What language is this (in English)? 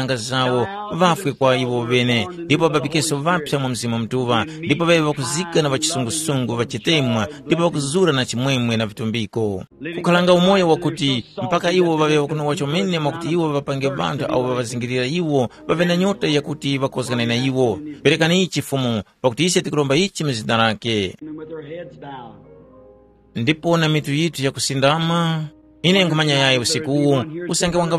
Tumbuka